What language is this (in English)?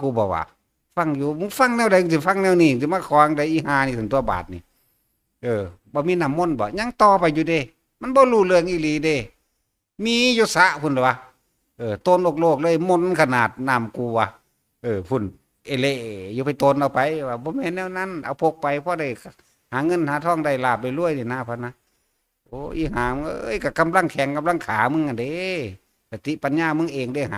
Northeastern Thai